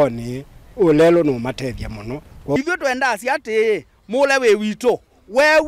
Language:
Kamba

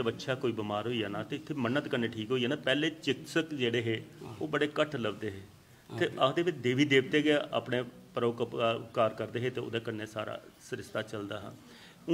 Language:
Dogri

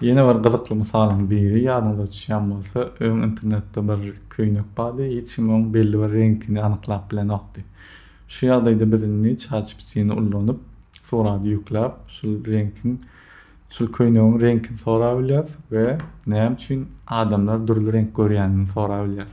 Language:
Turkmen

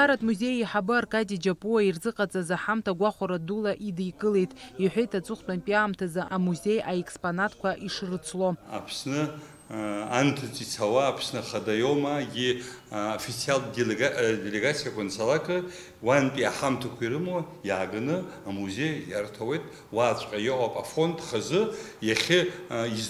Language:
Abkhazian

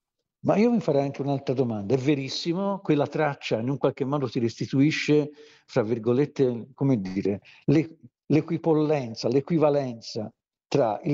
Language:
Italian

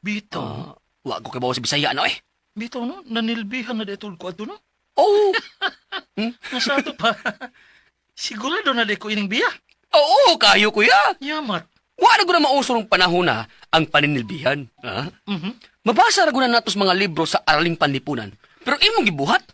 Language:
Cebuano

